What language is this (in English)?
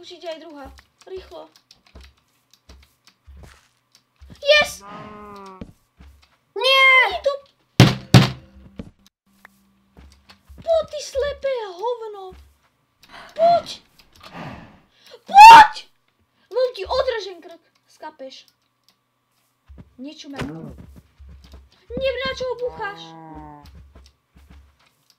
Slovak